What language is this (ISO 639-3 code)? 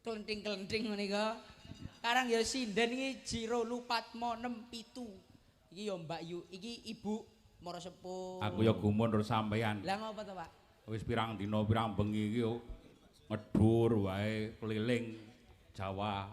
jav